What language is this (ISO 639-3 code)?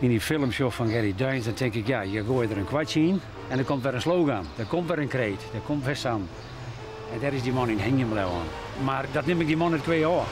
fry